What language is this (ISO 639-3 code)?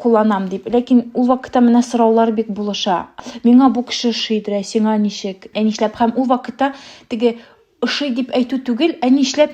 tat